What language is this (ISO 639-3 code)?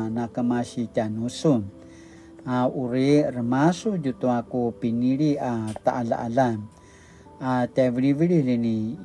pwn